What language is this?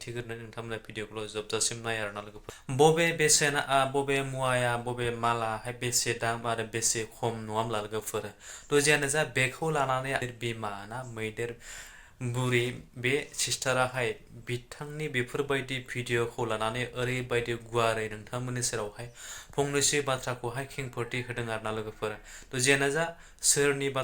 Bodo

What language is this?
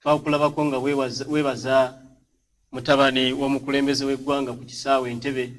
Ganda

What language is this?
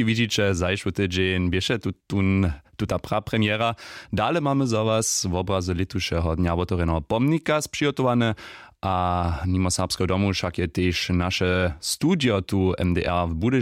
Upper Sorbian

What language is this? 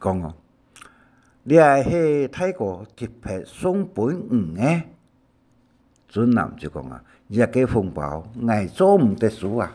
Hakka Chinese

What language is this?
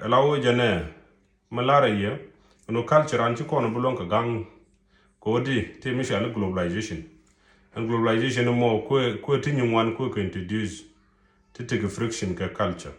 Nuer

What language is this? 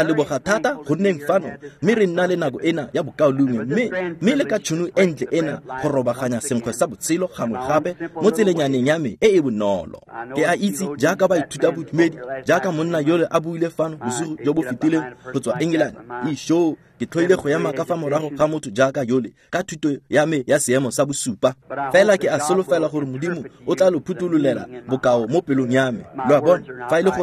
Tswana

